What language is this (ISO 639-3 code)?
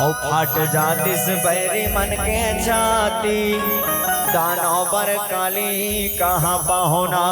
hne